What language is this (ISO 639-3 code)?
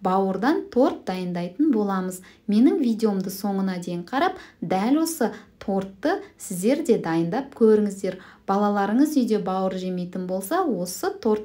kaz